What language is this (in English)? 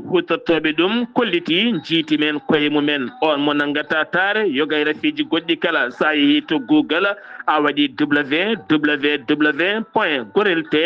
Fula